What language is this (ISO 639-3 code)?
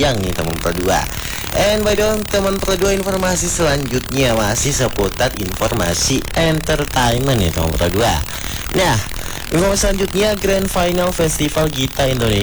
ind